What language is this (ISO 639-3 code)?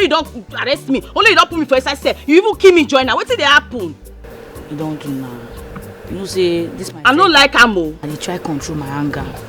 pcm